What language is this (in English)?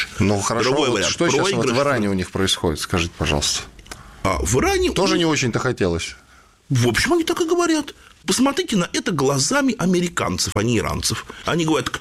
Russian